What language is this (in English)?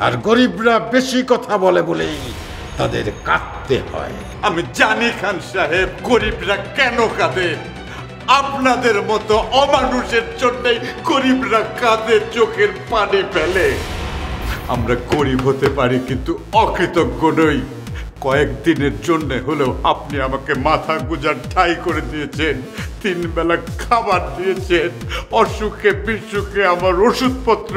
Bangla